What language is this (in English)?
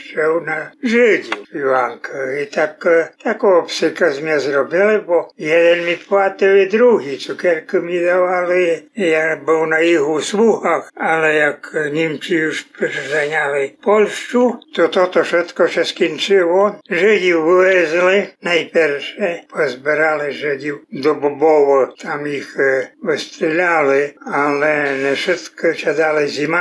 Rusyn